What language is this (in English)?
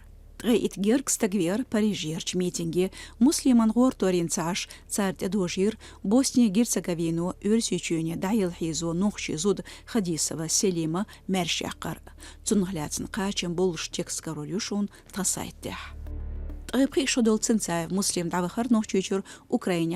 Chechen